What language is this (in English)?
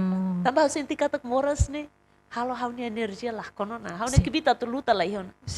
Tetum